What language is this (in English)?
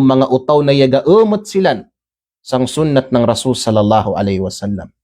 Kalagan